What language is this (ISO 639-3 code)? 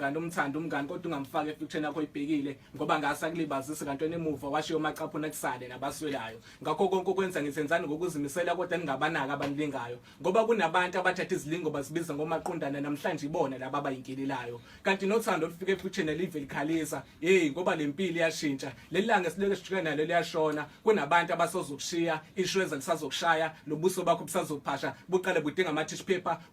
zul